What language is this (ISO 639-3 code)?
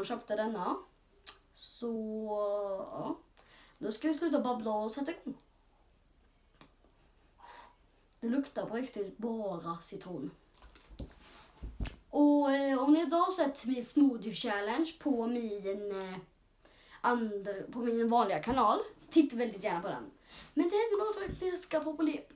swe